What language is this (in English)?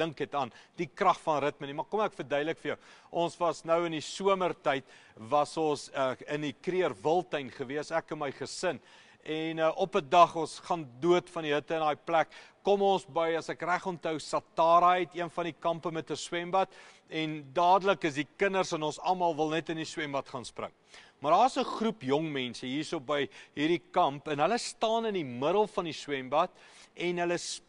Afrikaans